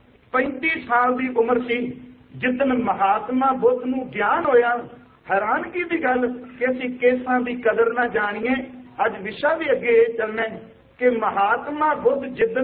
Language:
Punjabi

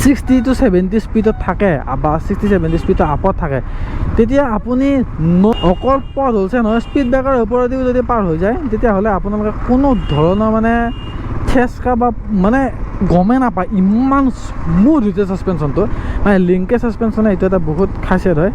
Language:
Assamese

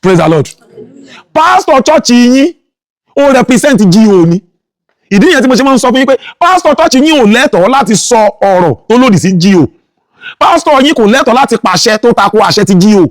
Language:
Yoruba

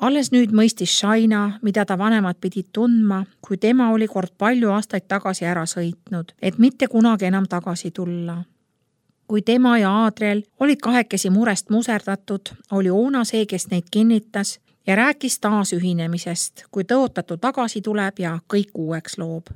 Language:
Estonian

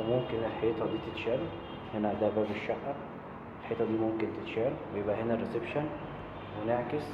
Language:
Egyptian Arabic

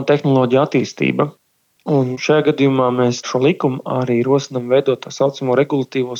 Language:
Latvian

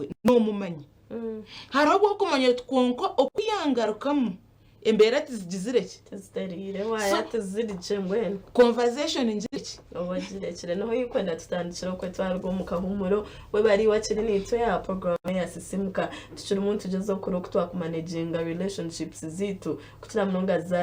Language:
Nyankole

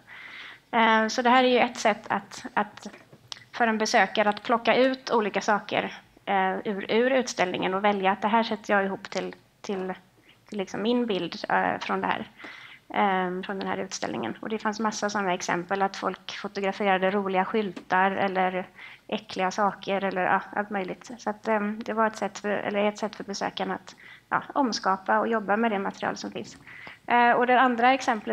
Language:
Swedish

